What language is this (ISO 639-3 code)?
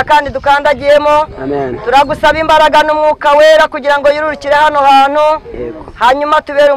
kin